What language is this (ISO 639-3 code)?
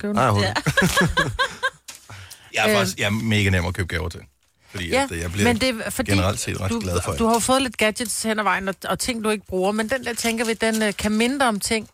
dan